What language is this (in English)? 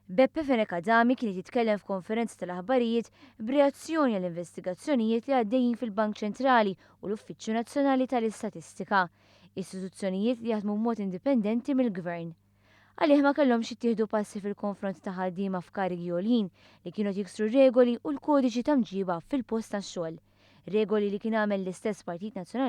Maltese